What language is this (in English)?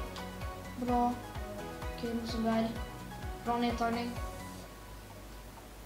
Swedish